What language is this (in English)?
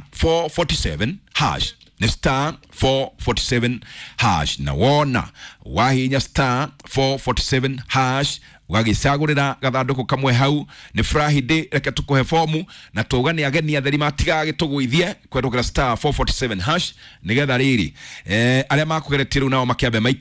Kikuyu